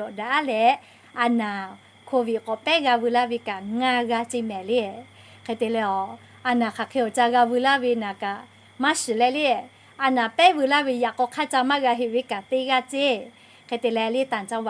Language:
Lahu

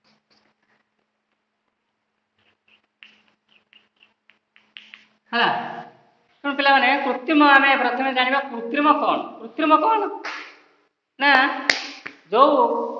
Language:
Odia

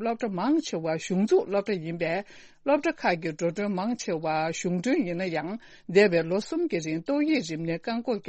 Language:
Tibetan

